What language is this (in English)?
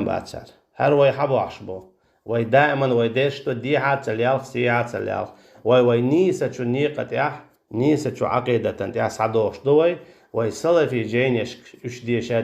Chechen